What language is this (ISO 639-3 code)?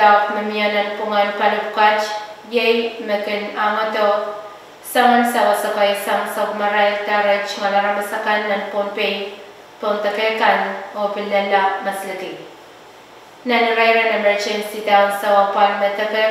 pon